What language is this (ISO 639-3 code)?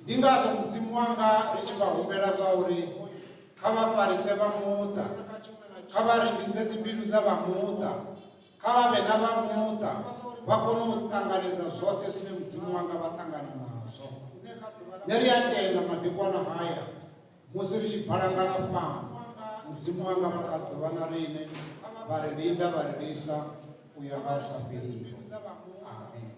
ven